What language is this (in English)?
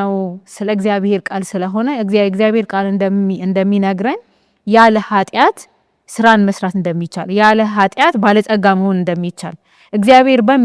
Amharic